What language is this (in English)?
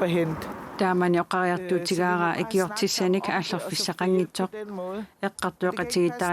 Kalaallisut